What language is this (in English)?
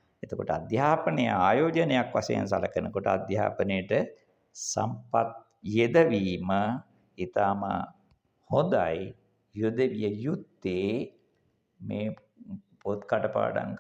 Sinhala